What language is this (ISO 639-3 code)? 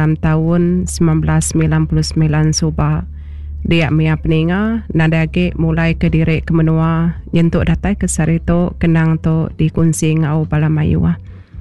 iba